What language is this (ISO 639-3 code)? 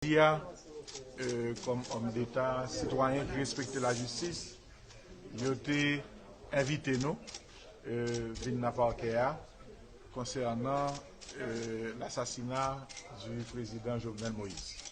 hat